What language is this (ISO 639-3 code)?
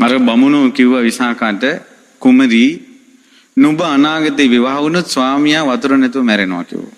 sin